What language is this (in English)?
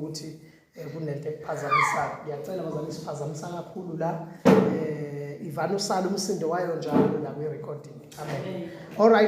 Zulu